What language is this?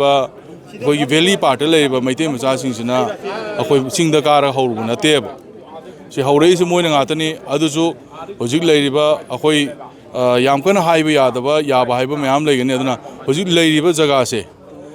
Manipuri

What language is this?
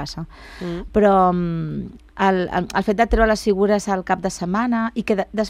Catalan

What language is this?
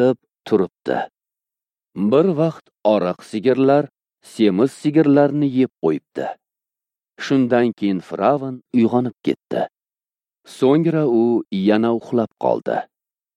Uzbek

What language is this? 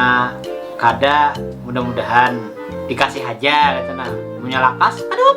Banjar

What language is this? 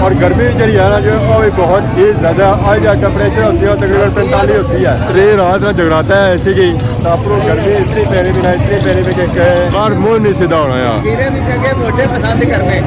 Pahari-Potwari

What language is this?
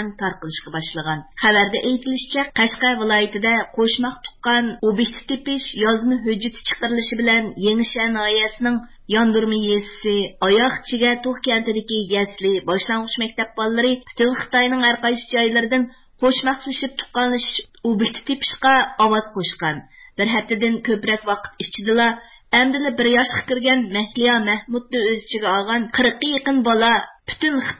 Uyghur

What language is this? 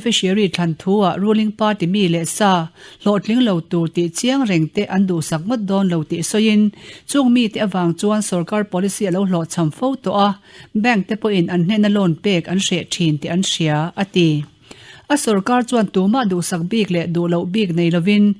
Mizo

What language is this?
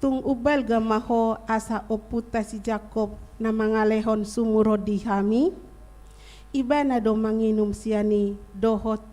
Batak Toba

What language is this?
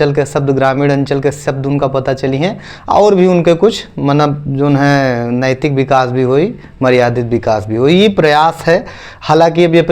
Awadhi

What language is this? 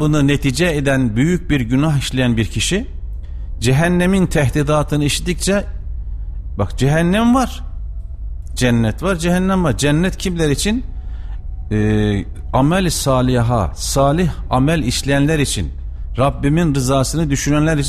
Turkish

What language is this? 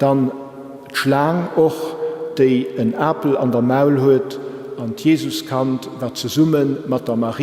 Luxembourgish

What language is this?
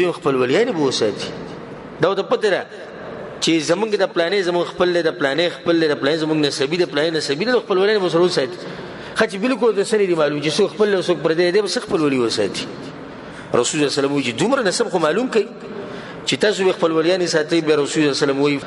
Pashto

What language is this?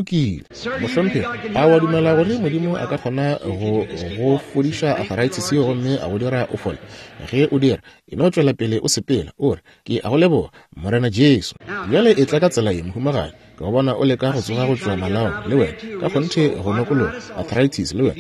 Northern Sotho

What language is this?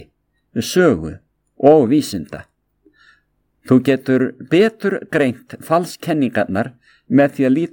Icelandic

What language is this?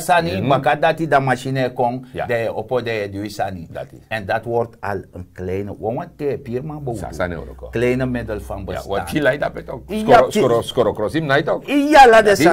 Sranan Tongo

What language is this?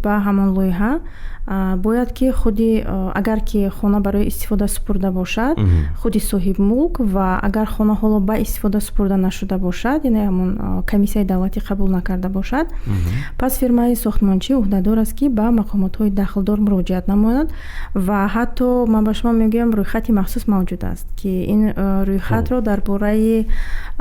Tajik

